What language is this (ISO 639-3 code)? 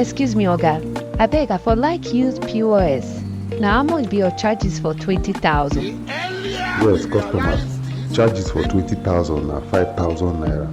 pcm